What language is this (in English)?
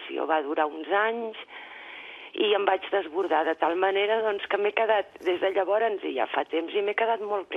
Catalan